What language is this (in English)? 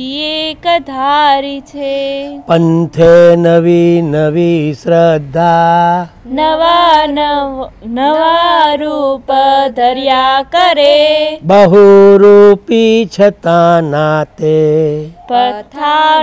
Gujarati